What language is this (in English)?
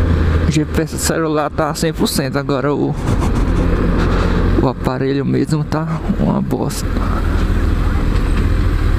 Portuguese